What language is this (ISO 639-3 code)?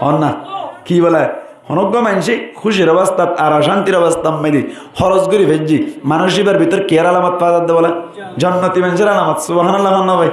rhg